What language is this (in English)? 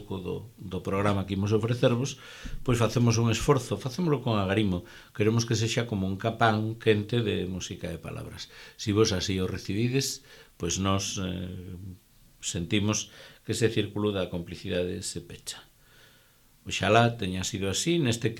Galician